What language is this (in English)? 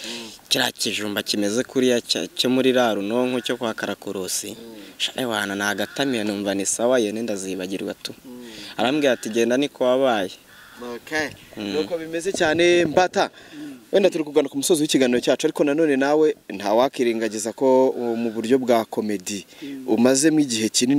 Kinyarwanda